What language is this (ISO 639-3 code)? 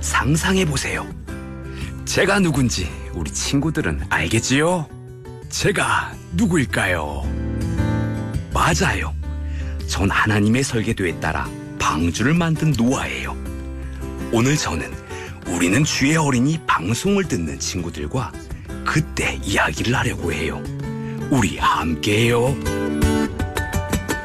kor